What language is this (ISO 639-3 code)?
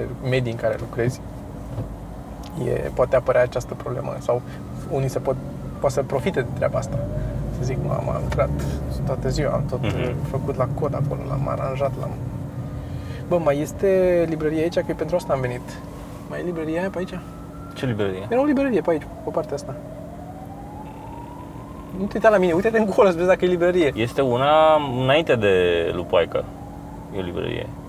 ron